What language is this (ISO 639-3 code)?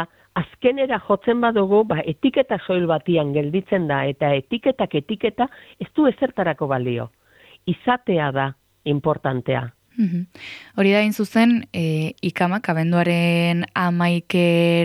eus